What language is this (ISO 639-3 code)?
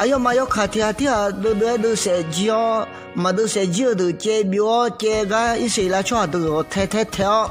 ahk